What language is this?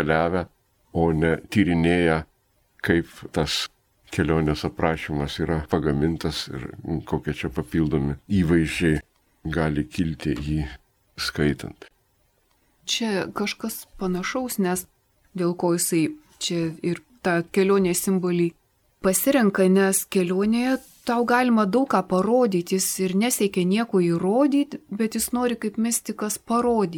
Lithuanian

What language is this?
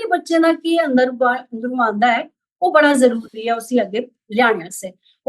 Dogri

